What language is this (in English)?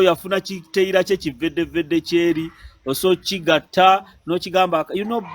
Ganda